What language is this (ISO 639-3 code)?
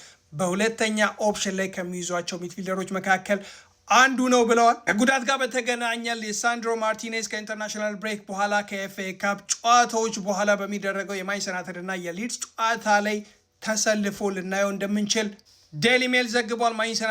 amh